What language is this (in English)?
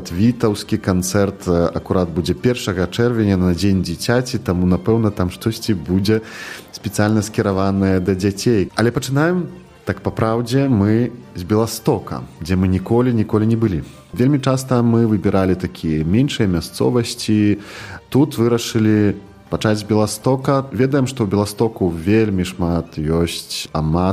Belarusian